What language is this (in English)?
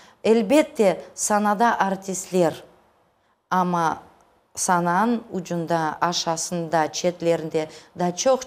Crimean Tatar